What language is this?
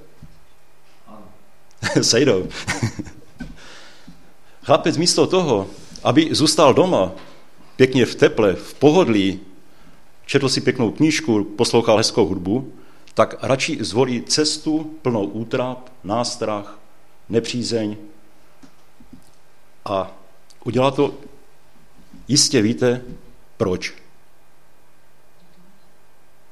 Czech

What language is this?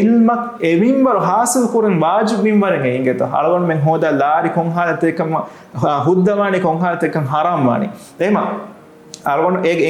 Divehi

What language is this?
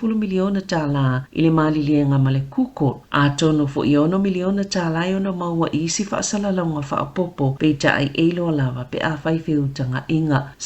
Samoan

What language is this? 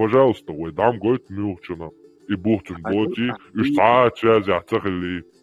Chechen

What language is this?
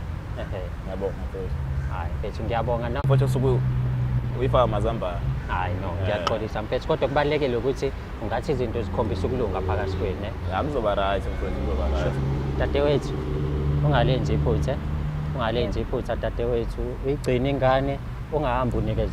Zulu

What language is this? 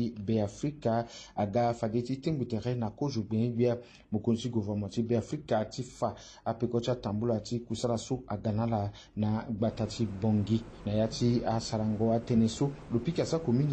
Sango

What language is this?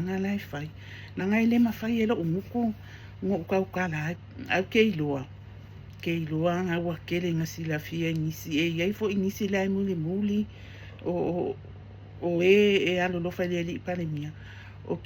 Samoan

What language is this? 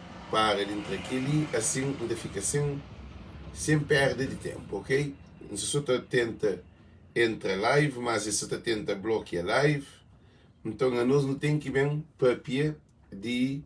Kabuverdianu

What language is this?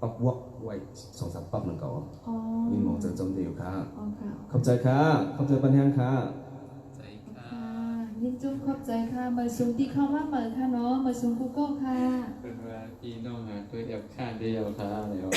Shan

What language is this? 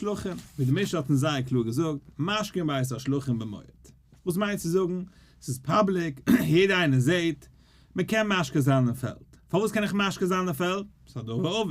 Yiddish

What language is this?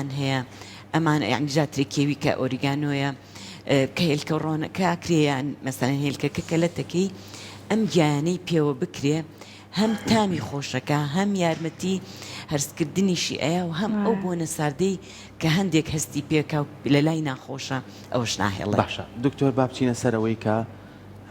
Central Kurdish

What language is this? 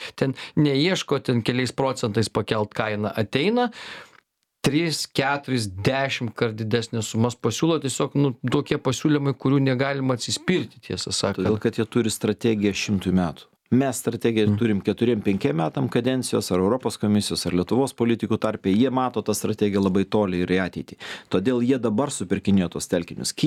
Lithuanian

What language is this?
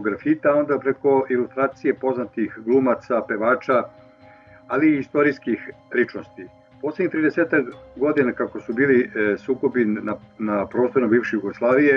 Serbian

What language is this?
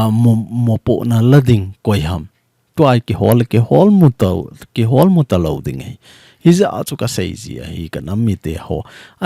Thado Chin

